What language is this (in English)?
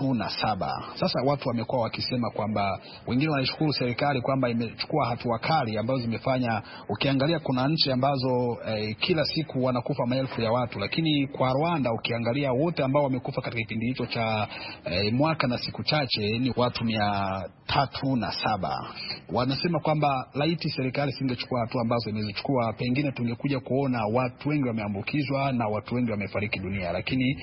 Swahili